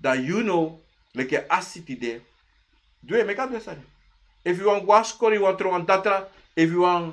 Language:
Sranan Tongo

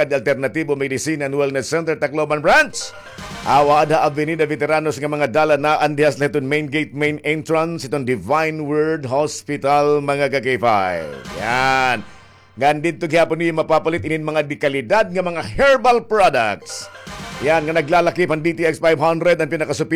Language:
Waray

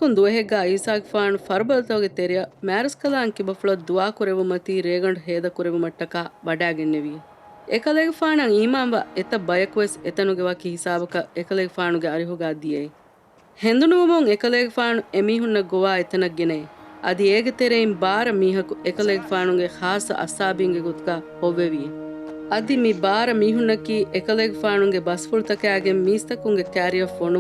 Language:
Divehi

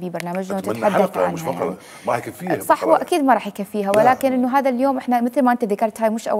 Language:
Mesopotamian Arabic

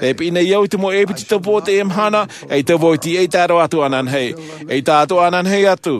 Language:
Tahitian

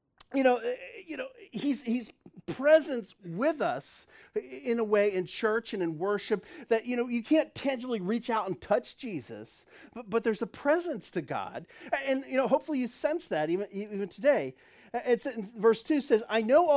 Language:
English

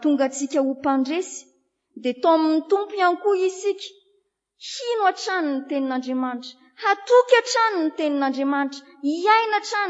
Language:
Malagasy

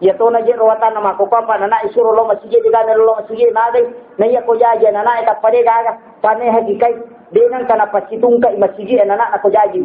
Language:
Buginese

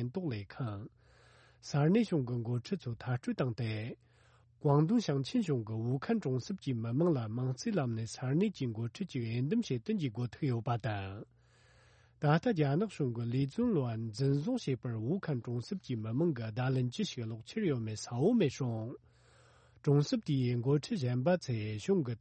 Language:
Tibetan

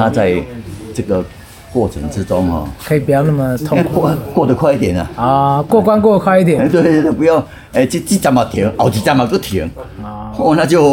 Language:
Chinese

